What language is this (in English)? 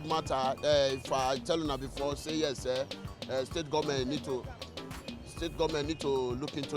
Nigerian Pidgin